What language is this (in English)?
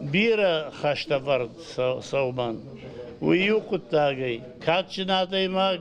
Ossetic